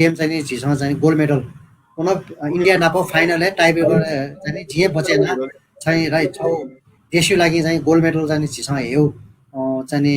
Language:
Newari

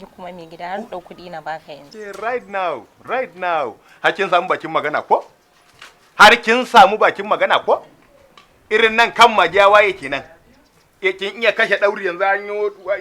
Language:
Hausa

